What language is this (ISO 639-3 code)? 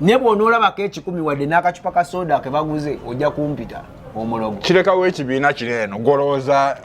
lug